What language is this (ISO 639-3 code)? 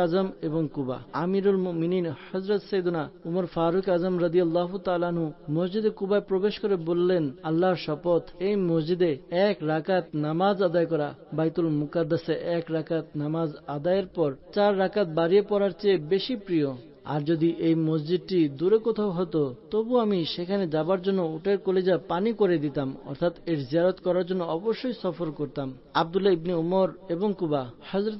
ben